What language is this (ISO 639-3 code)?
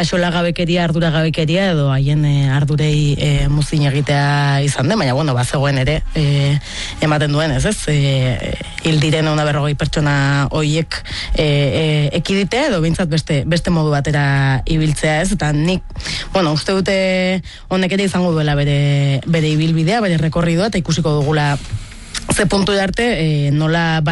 eus